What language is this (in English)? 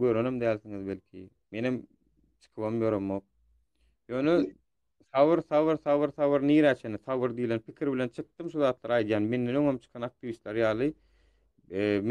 Turkmen